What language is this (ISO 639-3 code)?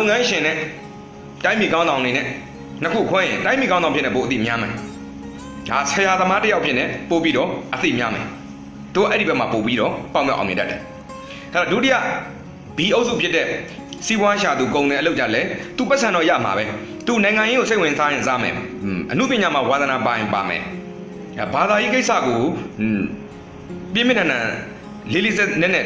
mya